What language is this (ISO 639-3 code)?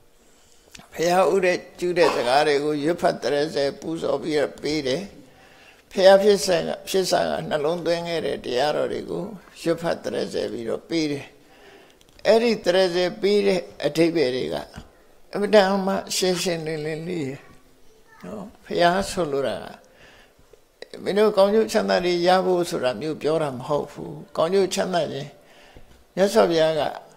mya